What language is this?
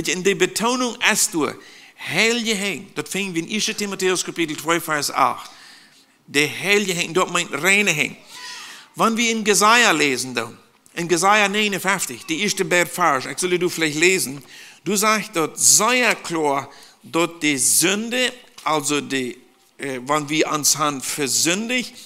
Plautdietsch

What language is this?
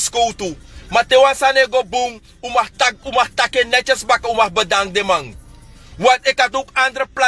Sranan Tongo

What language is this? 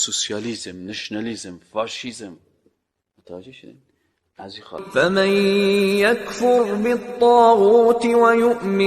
Persian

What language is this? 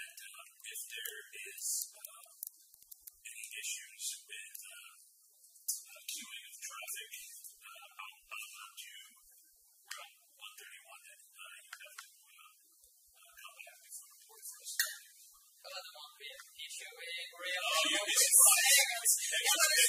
English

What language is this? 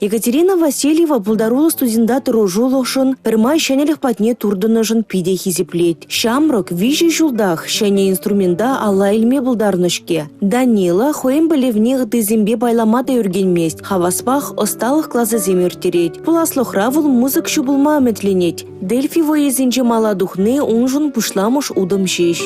Chuvash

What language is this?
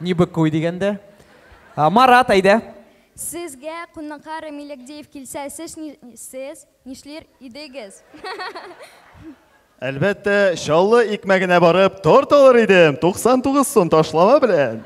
Tatar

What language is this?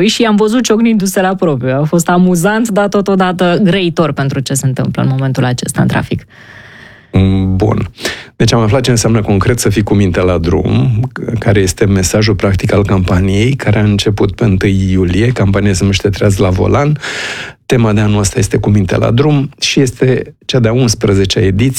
Romanian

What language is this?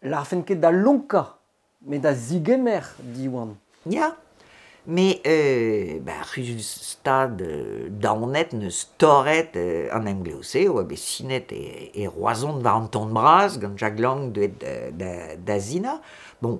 Breton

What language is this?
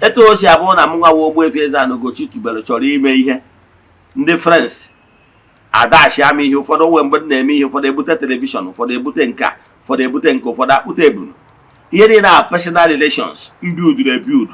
Igbo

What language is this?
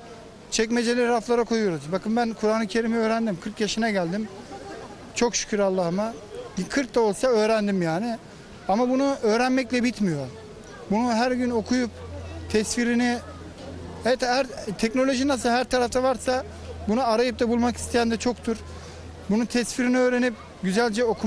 Turkish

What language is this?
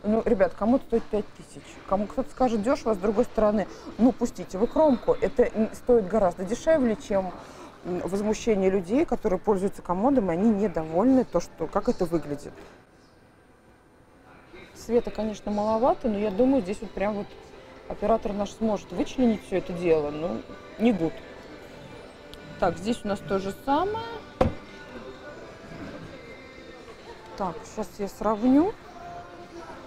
Russian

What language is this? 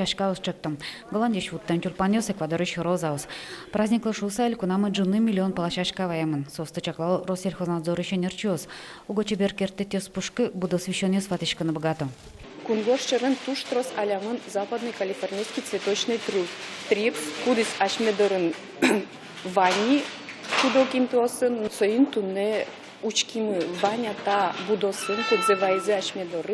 Udmurt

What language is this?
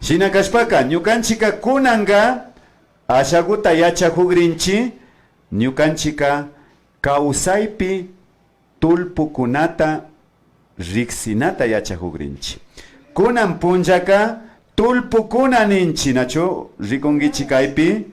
Imbabura Highland Quichua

